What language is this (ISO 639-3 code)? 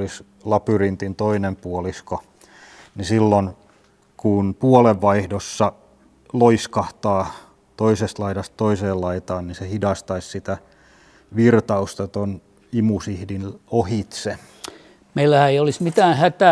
fin